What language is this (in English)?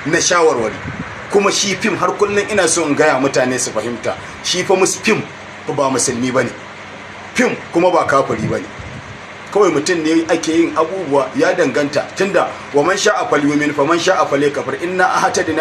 Hausa